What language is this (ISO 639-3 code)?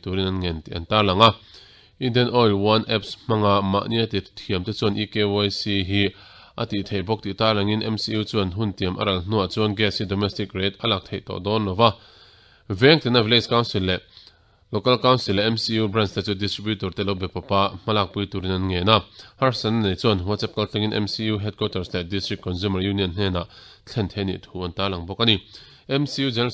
lus